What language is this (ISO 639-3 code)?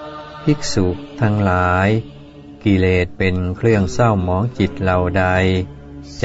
tha